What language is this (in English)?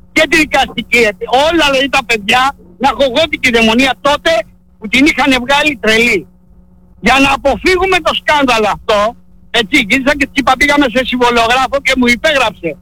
Greek